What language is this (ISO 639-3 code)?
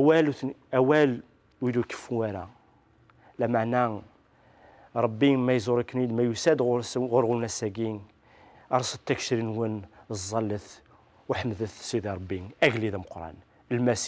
kab